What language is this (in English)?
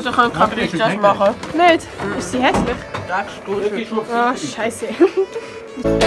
Swiss German